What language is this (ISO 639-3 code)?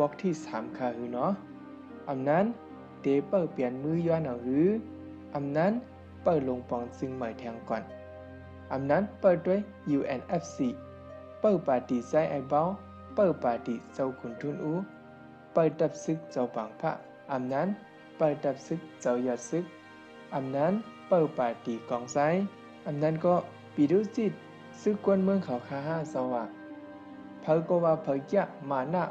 shn